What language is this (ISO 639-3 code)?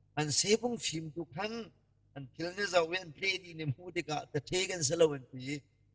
cnh